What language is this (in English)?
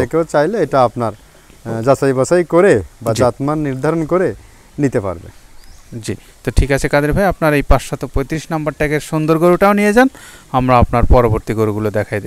Bangla